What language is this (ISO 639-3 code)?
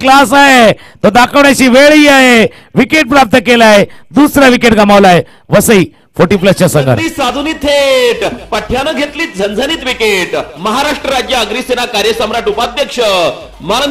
mar